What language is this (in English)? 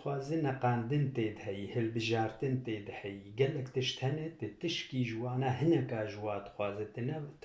Kurdish